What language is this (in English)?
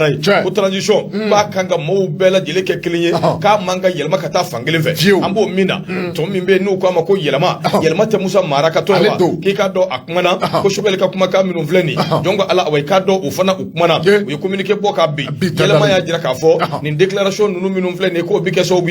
Bambara